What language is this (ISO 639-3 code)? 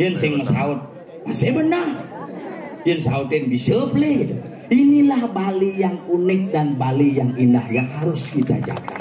ban